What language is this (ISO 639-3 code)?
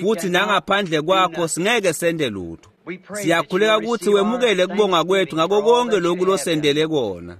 ssw